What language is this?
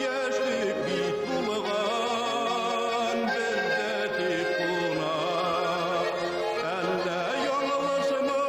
Bashkir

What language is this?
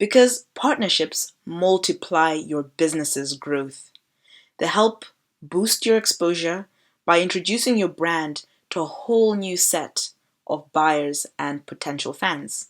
English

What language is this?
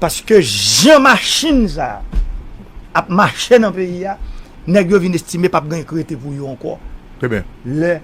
Haitian Creole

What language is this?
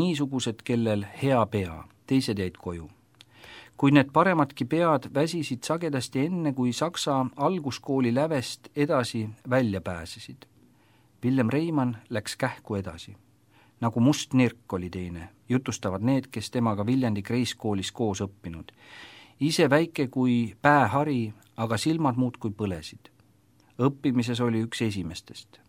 Estonian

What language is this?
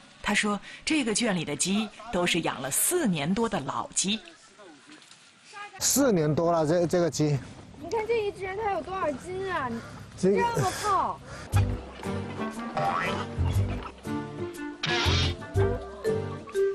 Chinese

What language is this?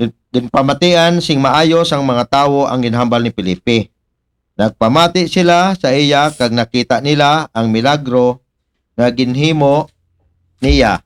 Aklanon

